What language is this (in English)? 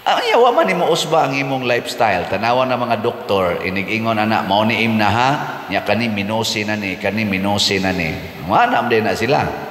Cebuano